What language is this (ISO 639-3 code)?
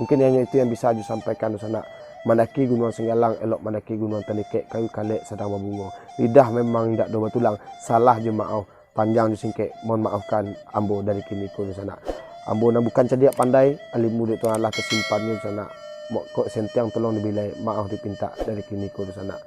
min